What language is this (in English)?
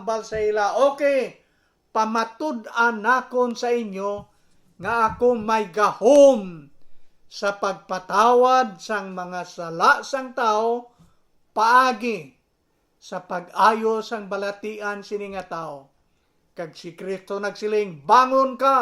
Hiligaynon